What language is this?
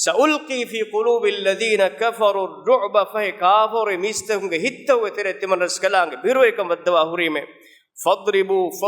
Divehi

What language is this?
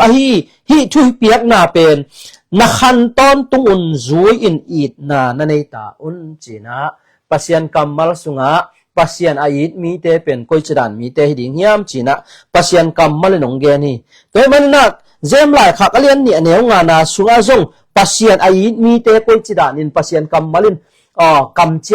Tedim Chin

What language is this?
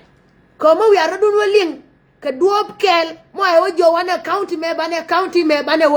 Nuer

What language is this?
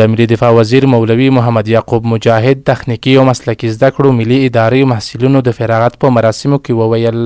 Pashto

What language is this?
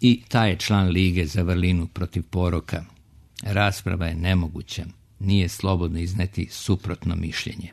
Serbian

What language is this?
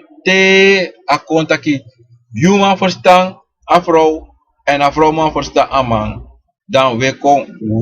Sranan Tongo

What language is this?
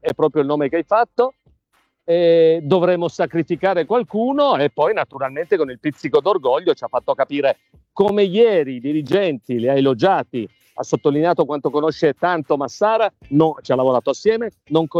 Italian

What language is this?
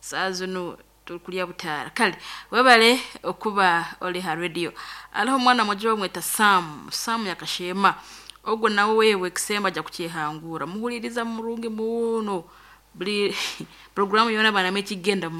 Nyankole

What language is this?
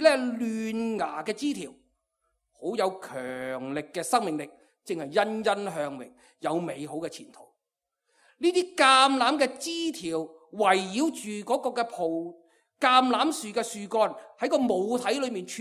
Cantonese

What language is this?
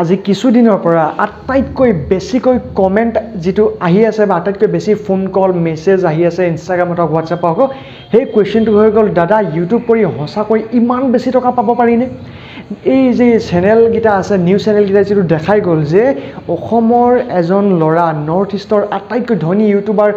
Assamese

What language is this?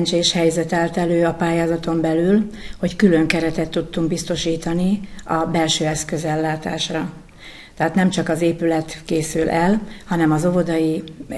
Hungarian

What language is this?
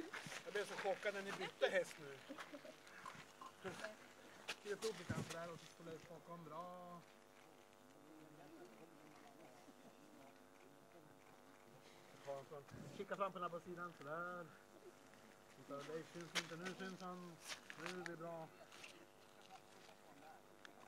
Swedish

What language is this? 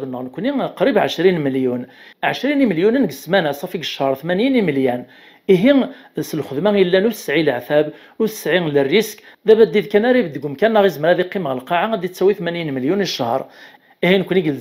Kabyle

